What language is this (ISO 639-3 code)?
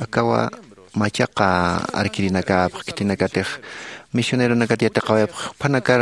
aym